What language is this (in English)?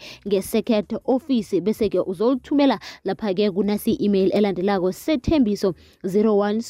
South Ndebele